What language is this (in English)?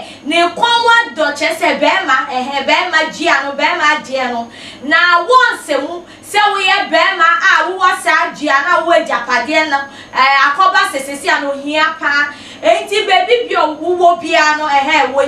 Akan